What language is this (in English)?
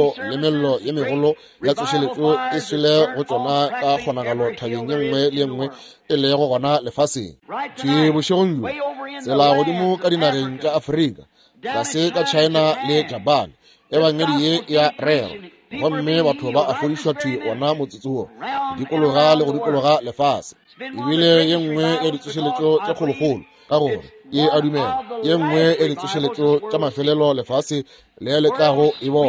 Northern Sotho